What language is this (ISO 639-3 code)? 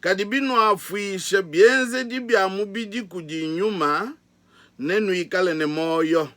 lua